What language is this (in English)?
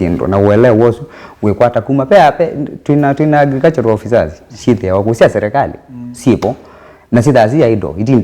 Kamba